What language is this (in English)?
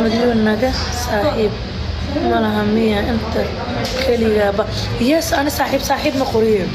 Somali